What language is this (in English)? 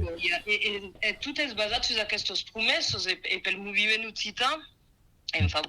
Occitan